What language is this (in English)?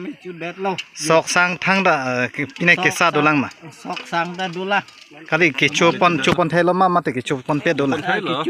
Karbi